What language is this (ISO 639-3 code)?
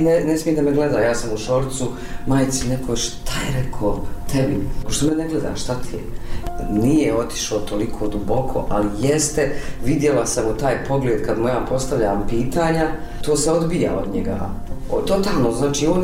bos